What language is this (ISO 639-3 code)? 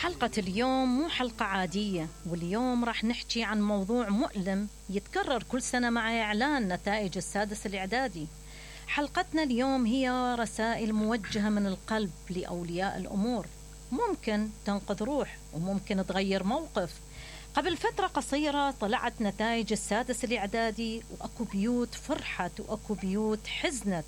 acm